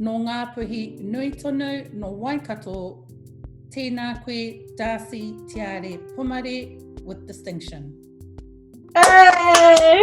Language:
Māori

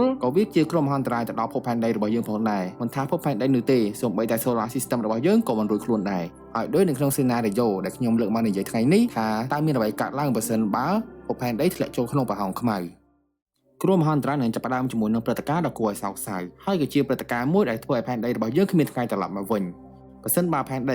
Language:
Khmer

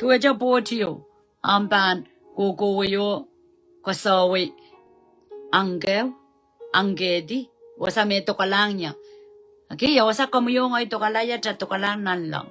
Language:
Pohnpeian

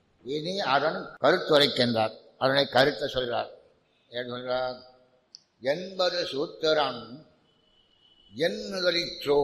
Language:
Tamil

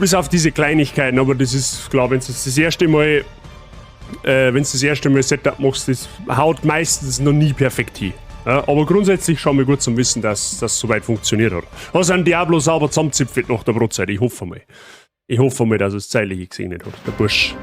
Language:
Bavarian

